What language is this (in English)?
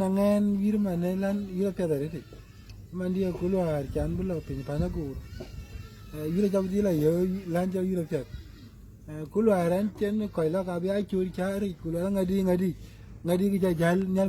Dinka